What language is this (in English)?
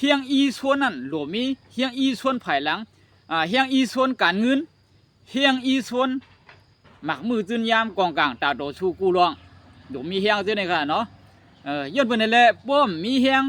Shan